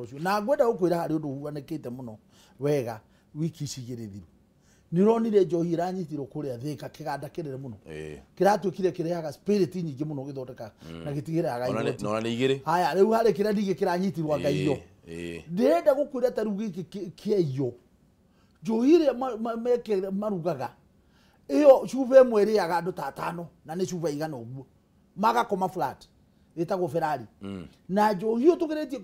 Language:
Kikuyu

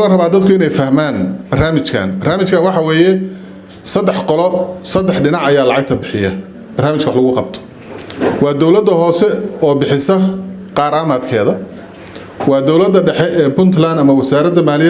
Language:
Somali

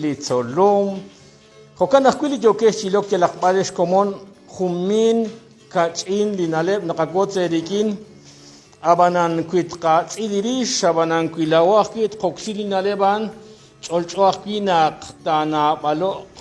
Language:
Kekchí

